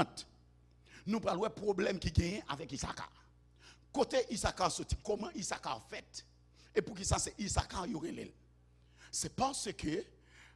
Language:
Haitian Creole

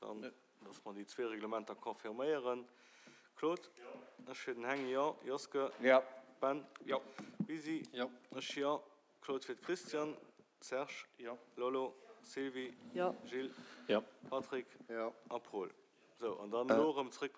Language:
Luxembourgish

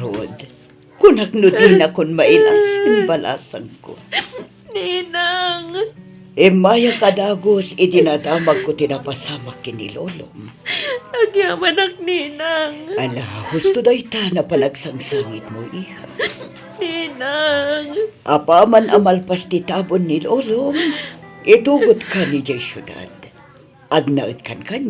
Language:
Iloko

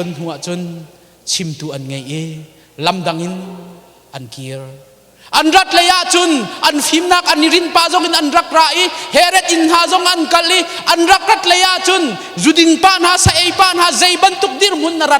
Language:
Hakha Chin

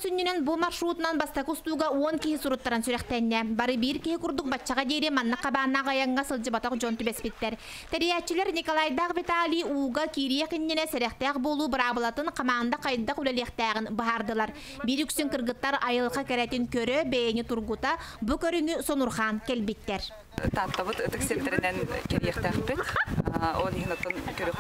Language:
Yakut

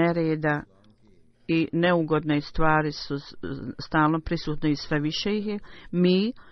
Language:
Bosnian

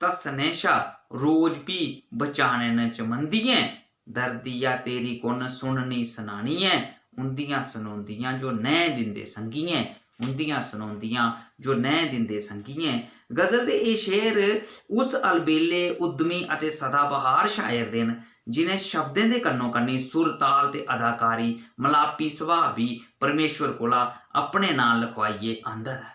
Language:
Dogri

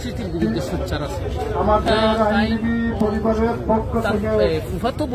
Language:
Sylheti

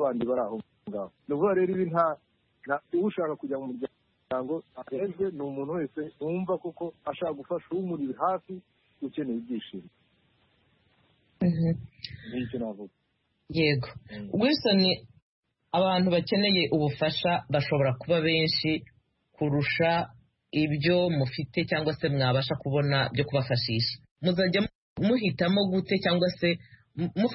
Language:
Kinyarwanda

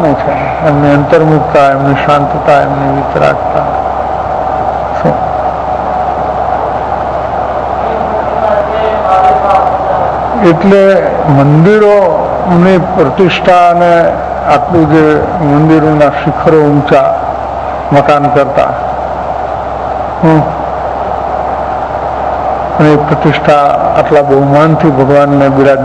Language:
Gujarati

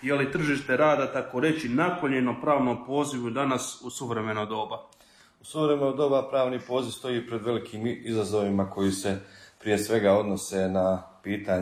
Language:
Croatian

